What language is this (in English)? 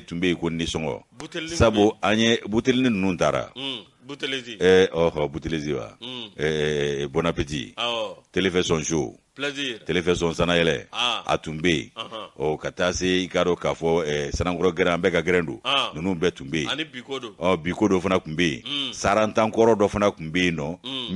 Bambara